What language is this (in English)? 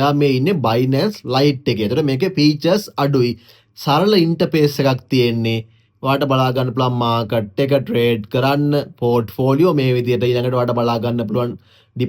Sinhala